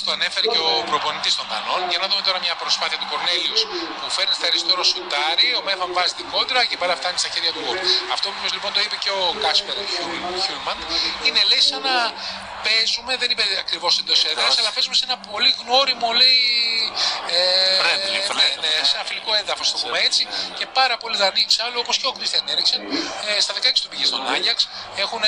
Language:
Greek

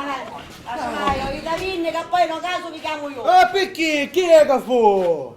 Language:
Sicilian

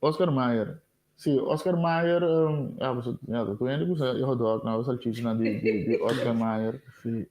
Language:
Papiamento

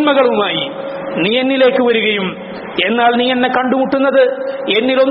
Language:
Malayalam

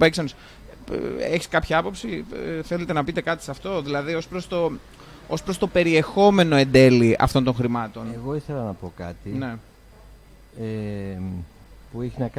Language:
Greek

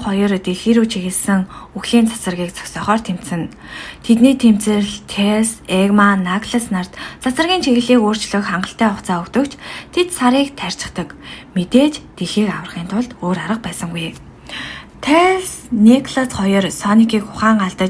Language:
Mongolian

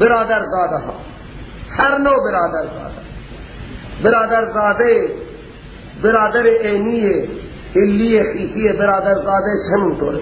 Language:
Persian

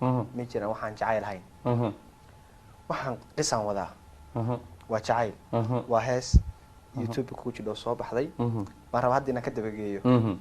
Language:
Somali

